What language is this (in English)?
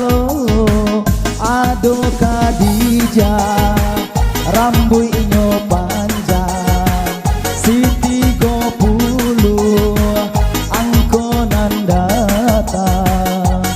Minangkabau